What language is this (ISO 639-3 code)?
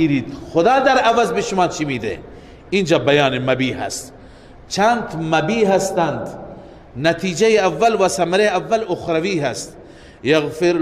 fas